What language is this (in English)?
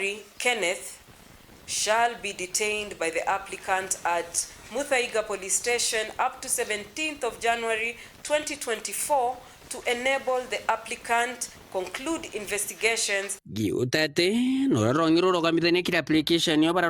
Meru